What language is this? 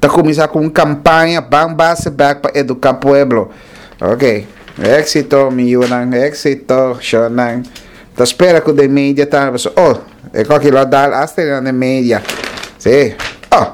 Papiamento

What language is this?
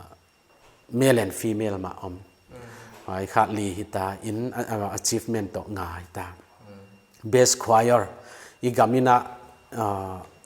Paite Chin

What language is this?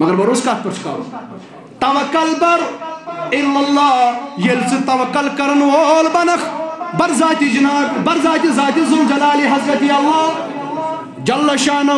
Kashmiri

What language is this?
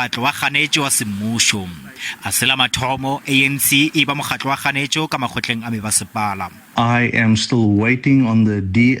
Northern Sotho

